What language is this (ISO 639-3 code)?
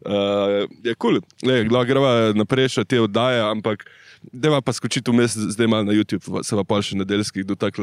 slv